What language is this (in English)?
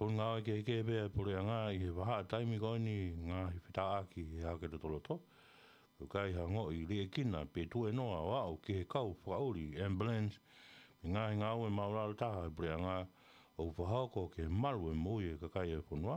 Tongan